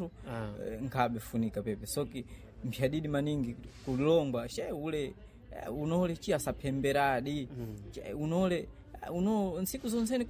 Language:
Sena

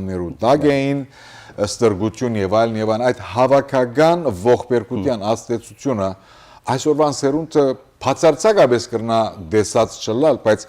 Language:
Western Armenian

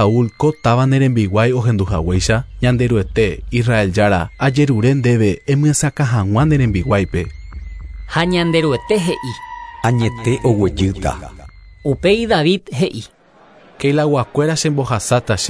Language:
Guarani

